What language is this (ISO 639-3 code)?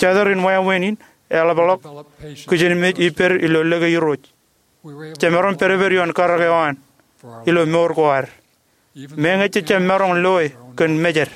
mah